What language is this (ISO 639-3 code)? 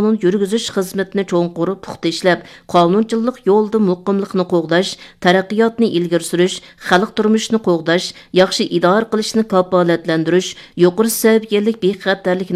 uig